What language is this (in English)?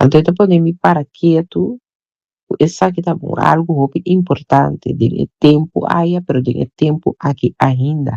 Papiamento